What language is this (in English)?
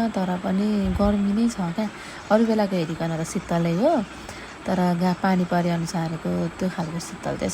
Nepali